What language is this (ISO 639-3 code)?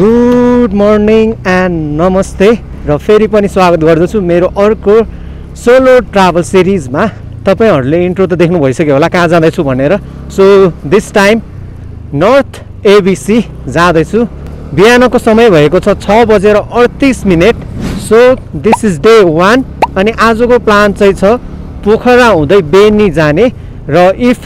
nep